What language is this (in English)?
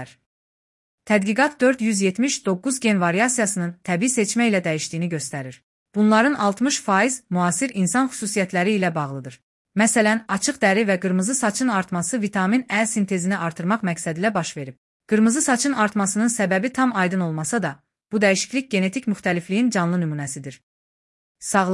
Azerbaijani